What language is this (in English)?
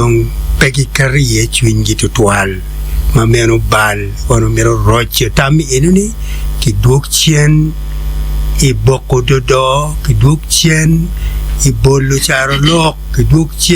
Acoli